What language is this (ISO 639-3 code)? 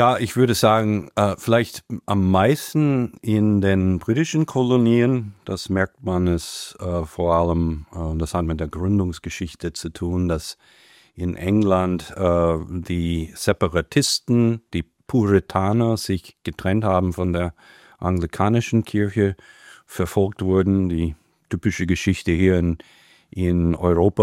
deu